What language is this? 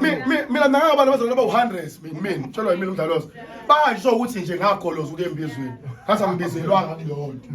Zulu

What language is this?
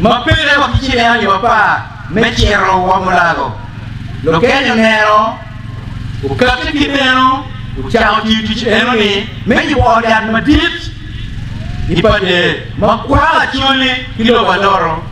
Acoli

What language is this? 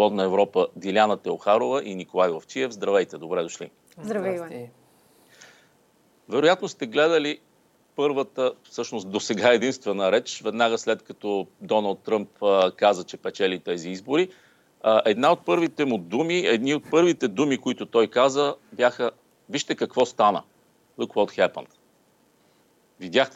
Bulgarian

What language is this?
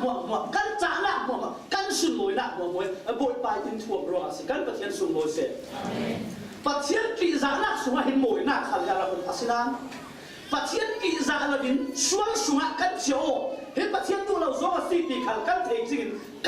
Falam Chin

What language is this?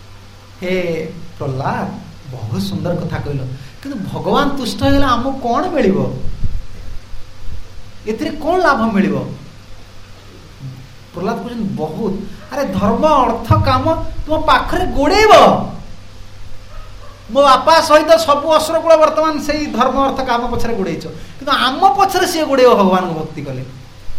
Odia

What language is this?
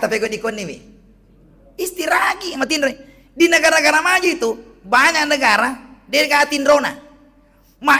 Buginese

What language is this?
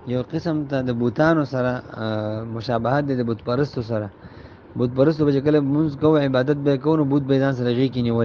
Pashto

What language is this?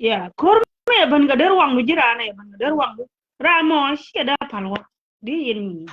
Nuer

